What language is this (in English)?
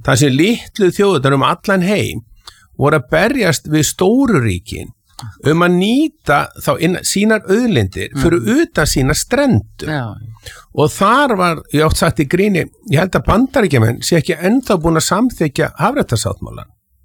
Icelandic